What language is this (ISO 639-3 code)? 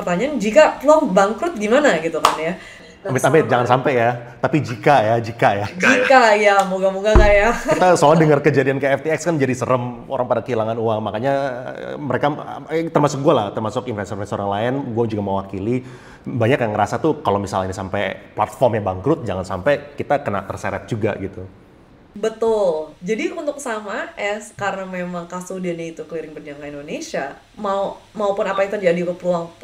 ind